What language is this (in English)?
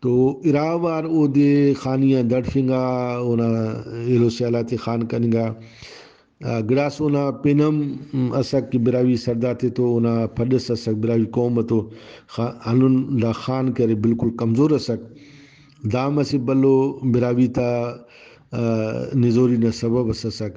Brahui